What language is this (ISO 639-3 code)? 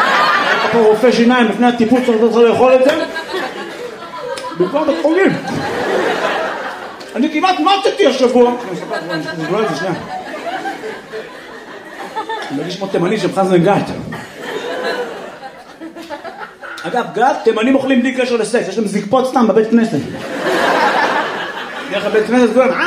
heb